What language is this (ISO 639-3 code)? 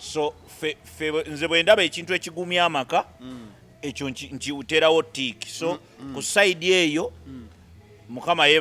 lug